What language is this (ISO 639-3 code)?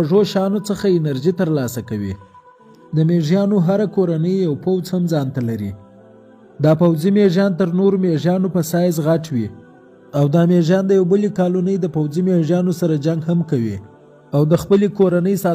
pus